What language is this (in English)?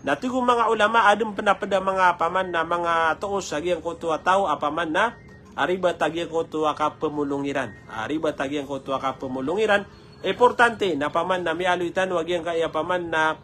Maranao